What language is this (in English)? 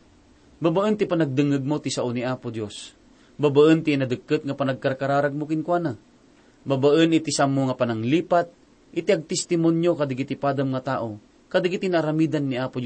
Iloko